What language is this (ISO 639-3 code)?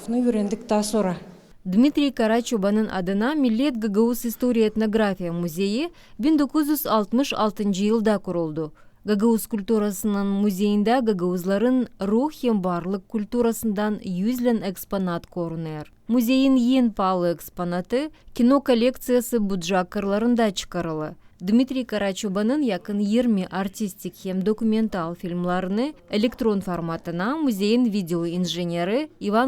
gag